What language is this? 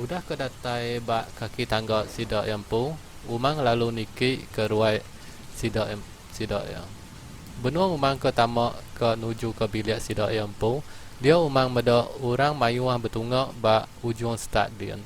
Iban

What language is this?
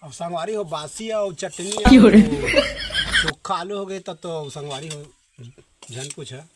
Chhattisgarhi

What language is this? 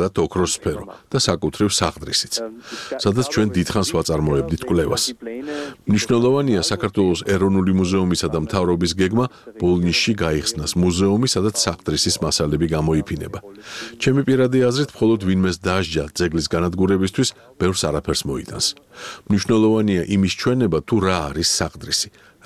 Georgian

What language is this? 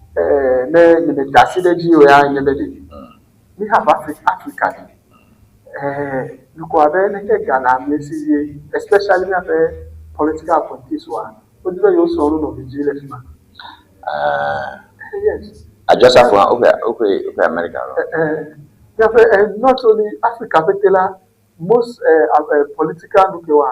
Ewe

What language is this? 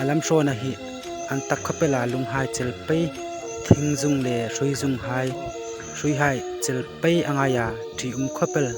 Hmar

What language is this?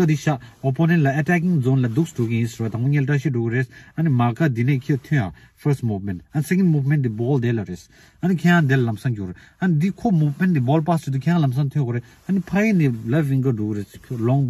Tibetan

